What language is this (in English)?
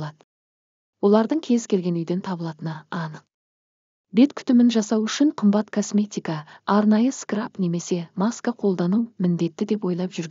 Kazakh